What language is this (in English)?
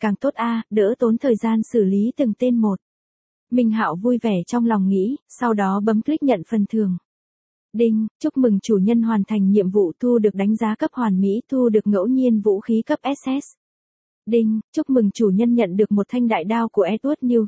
Vietnamese